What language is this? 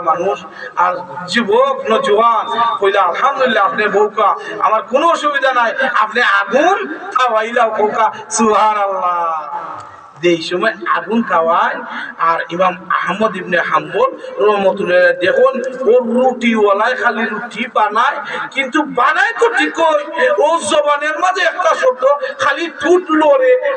Sylheti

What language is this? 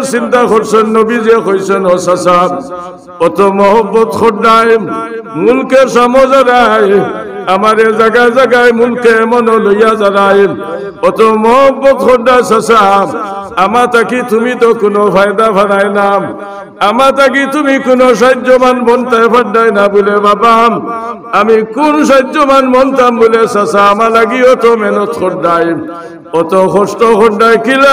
Sylheti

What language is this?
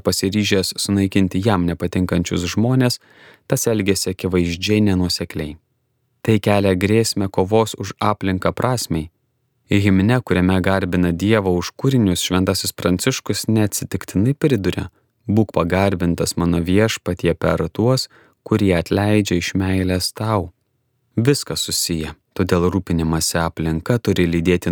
Lithuanian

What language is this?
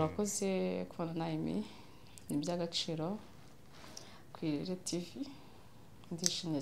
Kinyarwanda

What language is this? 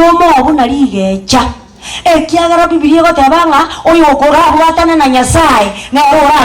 Gusii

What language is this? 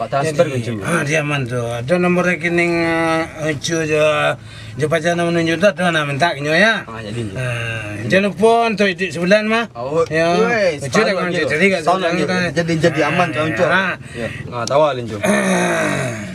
Minangkabau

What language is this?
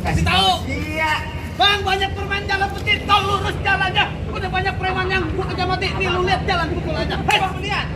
Betawi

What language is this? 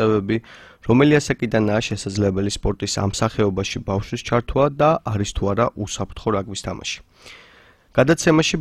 Georgian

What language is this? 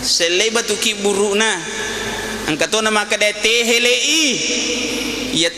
Buginese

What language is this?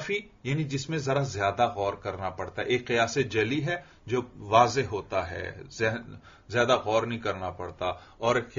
Urdu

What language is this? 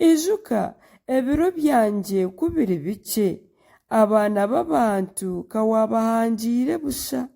Nyankole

